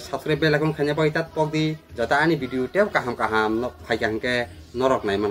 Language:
Kok Borok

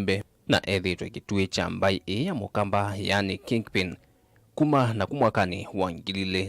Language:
Kamba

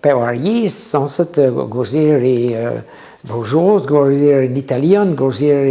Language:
Breton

